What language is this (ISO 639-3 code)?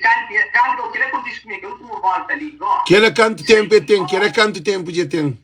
kea